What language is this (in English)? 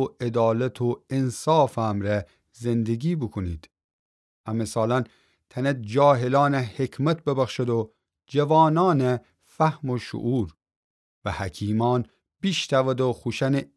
Gilaki